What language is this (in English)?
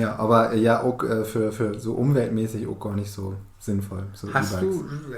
Low German